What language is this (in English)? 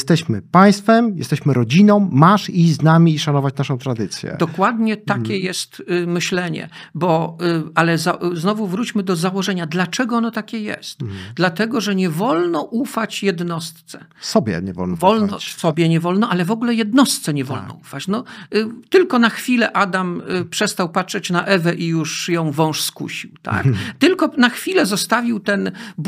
Polish